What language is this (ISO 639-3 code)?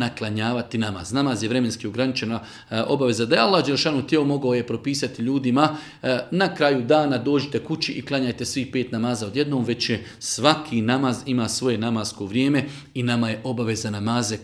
bos